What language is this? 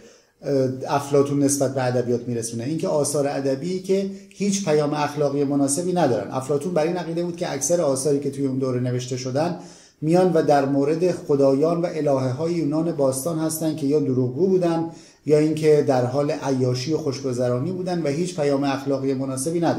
Persian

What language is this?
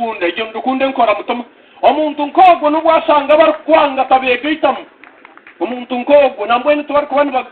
Nyankole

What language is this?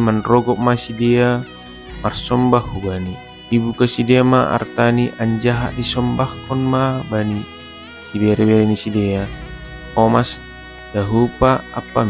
Batak Simalungun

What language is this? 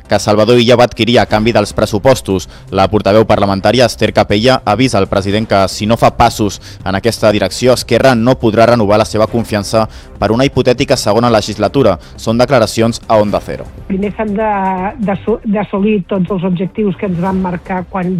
Catalan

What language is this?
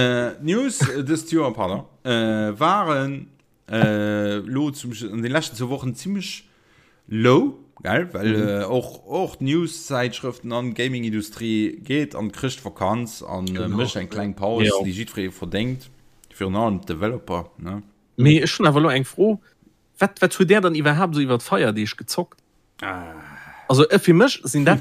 Luxembourgish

